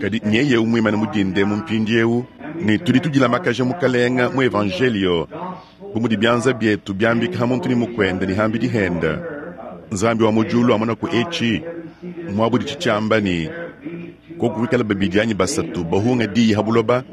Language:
Luba-Lulua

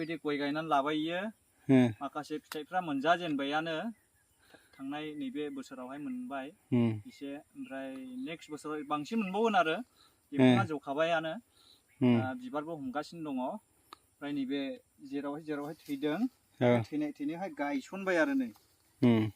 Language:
Bodo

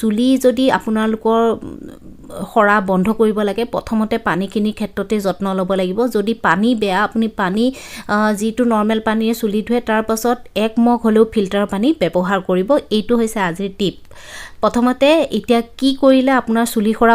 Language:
Assamese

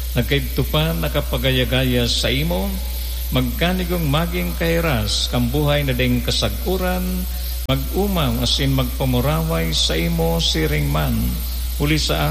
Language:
Bikol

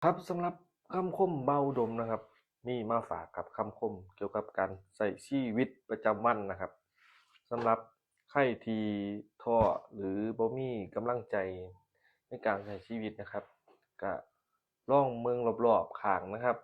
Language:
Lao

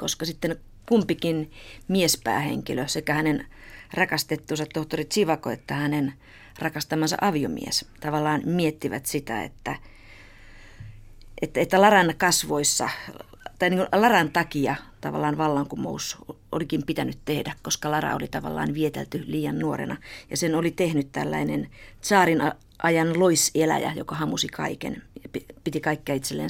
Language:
Finnish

